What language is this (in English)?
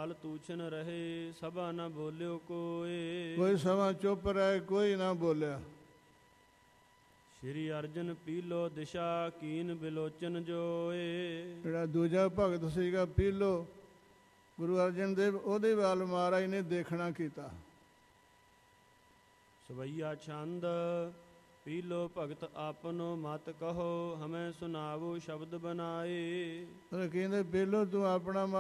Punjabi